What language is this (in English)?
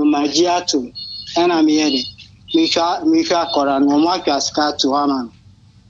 Akan